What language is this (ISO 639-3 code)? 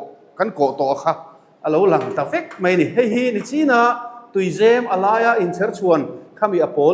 lus